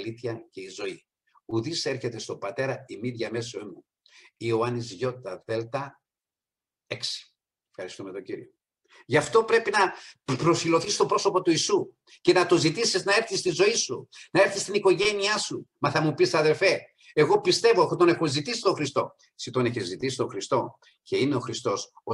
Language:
Greek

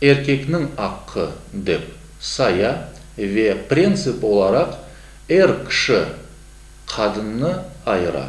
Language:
Crimean Tatar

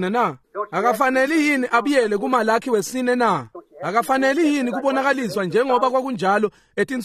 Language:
Swati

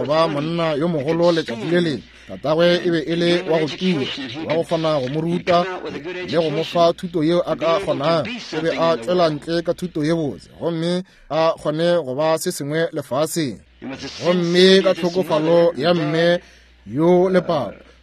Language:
Northern Sotho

